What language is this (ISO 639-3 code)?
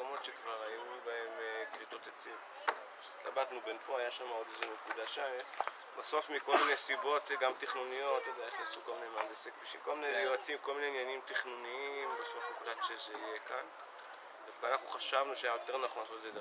heb